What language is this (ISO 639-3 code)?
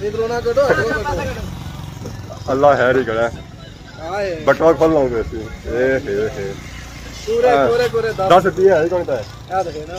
phr